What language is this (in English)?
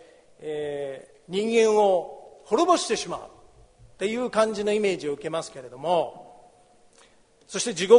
Japanese